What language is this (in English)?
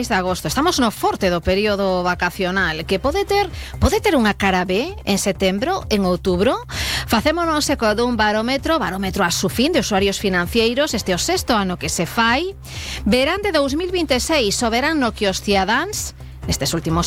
Galician